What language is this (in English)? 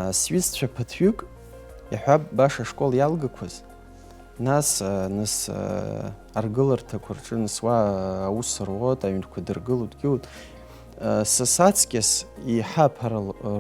Abkhazian